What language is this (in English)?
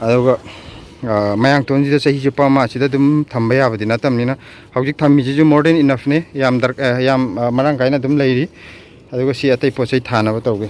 Manipuri